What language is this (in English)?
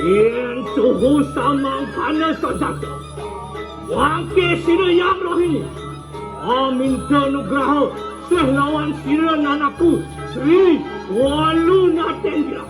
Balinese